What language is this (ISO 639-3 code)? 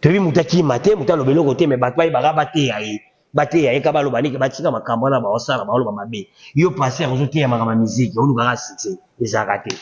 lin